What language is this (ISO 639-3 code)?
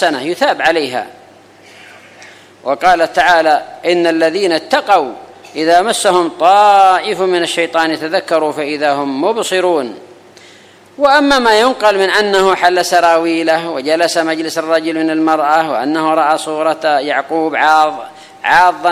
ara